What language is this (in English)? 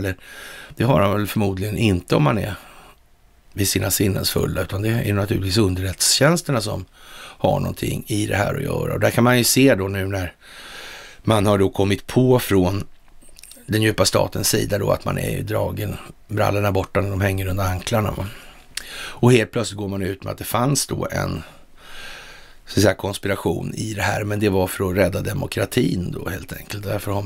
Swedish